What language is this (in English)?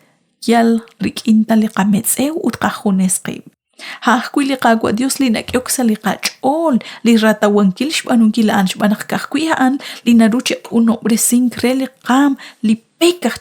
Kekchí